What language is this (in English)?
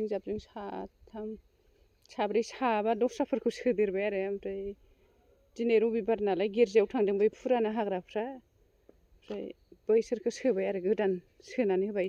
Bodo